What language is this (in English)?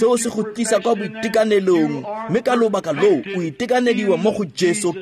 Tswana